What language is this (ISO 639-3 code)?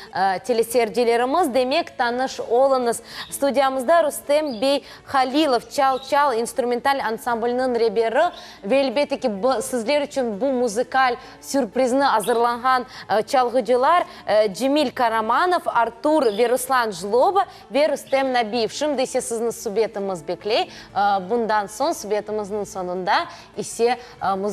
crh